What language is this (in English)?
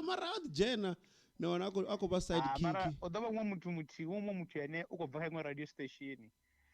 Venda